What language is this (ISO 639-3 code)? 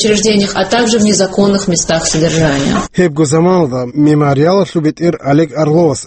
ava